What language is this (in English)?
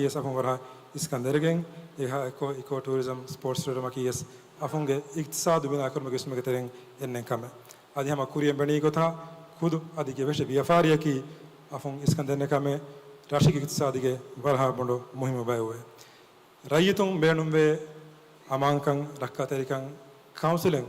Divehi